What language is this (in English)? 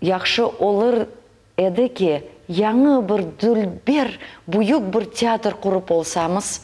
Crimean Tatar